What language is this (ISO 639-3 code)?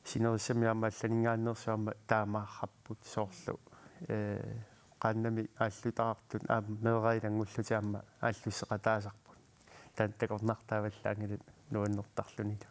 kal